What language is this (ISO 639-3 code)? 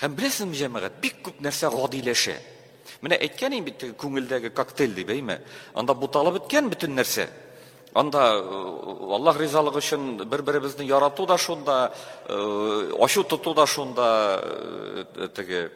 tat